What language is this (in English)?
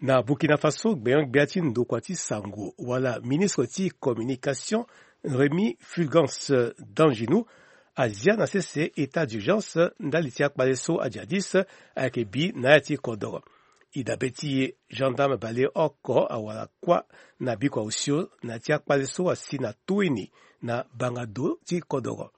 Sango